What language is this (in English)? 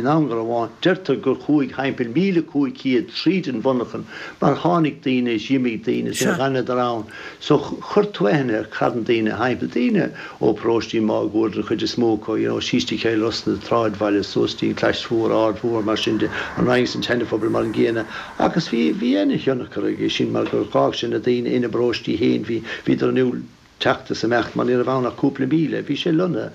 Irish